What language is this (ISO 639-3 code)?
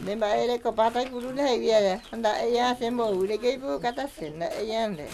grn